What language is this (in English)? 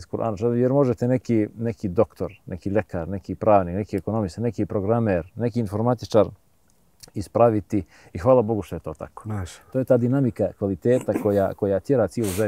Bosnian